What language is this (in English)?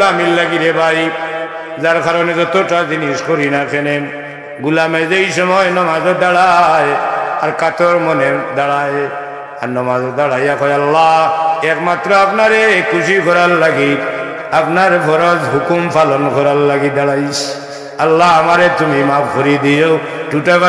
Sylheti